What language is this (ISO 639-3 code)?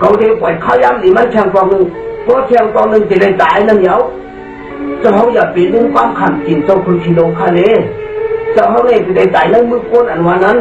shn